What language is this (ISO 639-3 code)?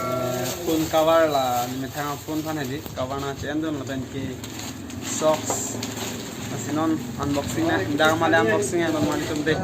mjw